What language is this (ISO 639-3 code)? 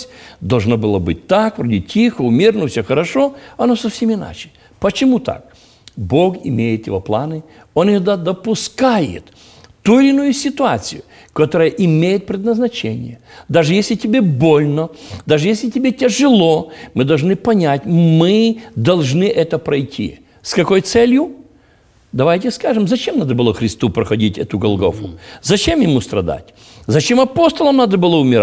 rus